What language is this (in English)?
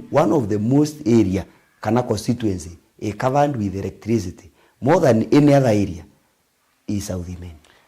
Meru